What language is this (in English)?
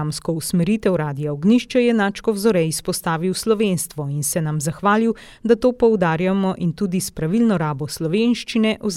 Slovenian